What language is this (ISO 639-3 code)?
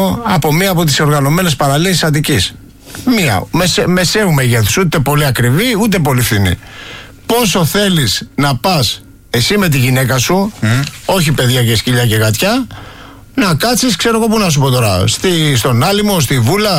ell